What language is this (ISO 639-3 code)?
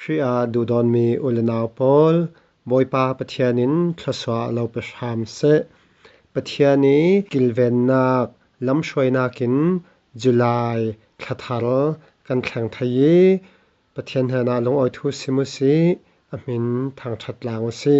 cfm